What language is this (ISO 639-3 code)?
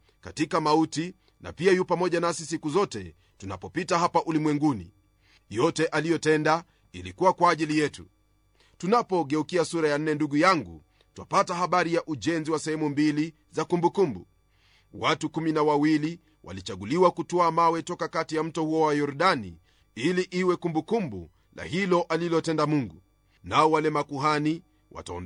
swa